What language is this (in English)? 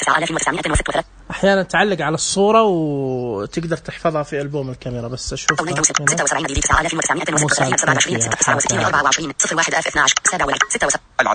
Najdi Arabic